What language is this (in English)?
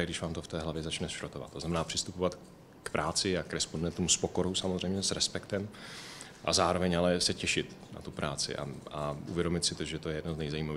Czech